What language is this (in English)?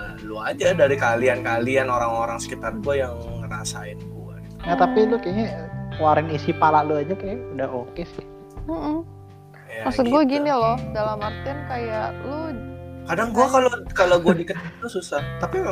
Indonesian